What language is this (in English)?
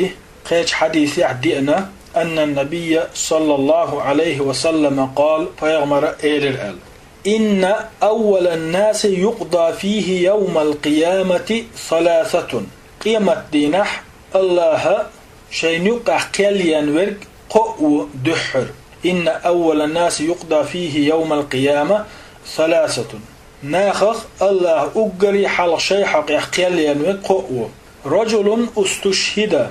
Chechen